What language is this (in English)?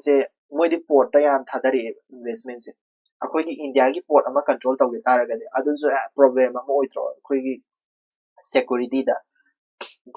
Manipuri